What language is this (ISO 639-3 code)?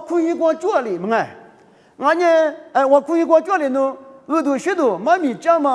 lis